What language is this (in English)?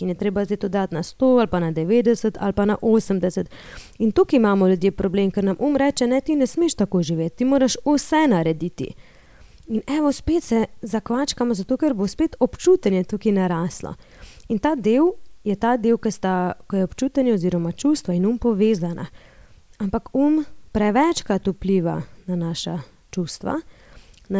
Slovenian